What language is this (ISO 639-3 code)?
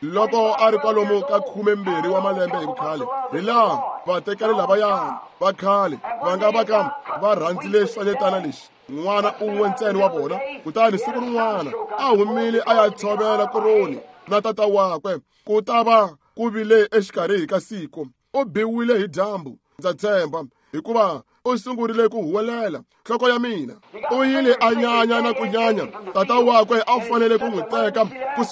tso